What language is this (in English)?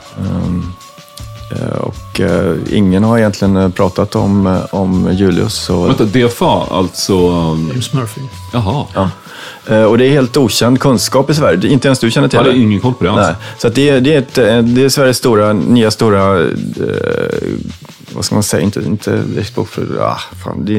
Swedish